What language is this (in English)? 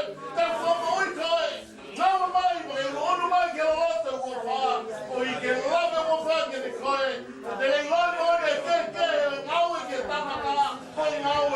Tongan